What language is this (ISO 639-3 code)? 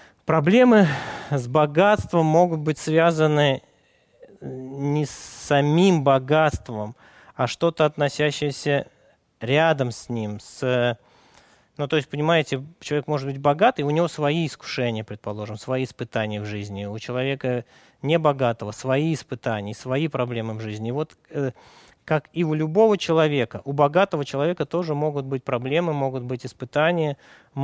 rus